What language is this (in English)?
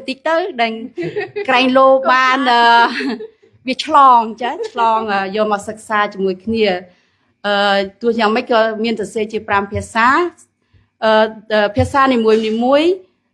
Khmer